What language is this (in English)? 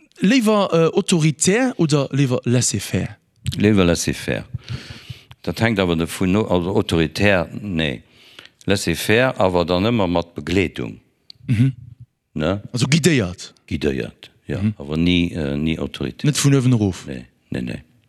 Luxembourgish